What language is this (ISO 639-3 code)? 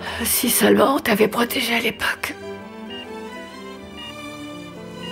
fra